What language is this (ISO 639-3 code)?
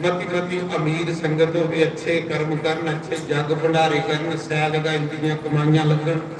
doi